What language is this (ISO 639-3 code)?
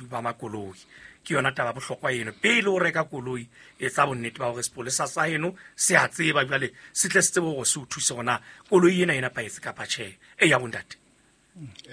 sot